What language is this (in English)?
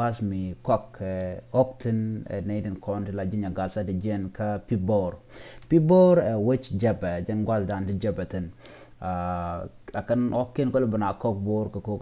Nuer